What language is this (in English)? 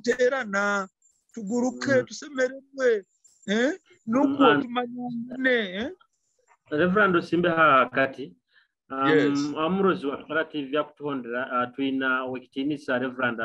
Nyoro